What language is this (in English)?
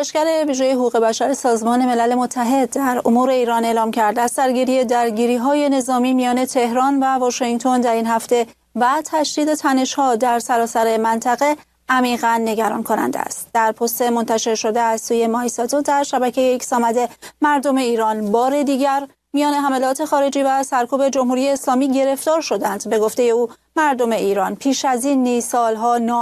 Persian